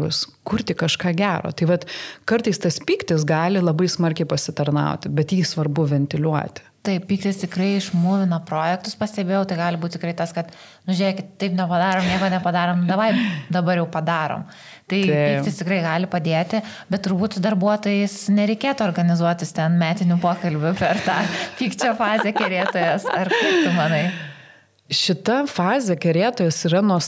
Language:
Lithuanian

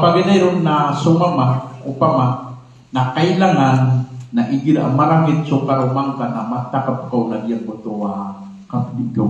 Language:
Maranao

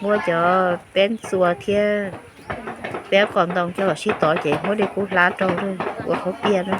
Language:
Hmong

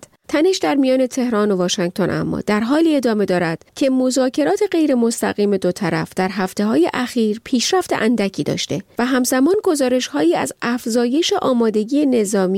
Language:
Persian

